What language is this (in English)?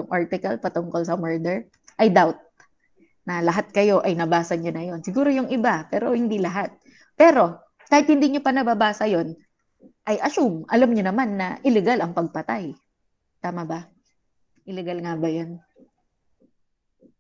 Filipino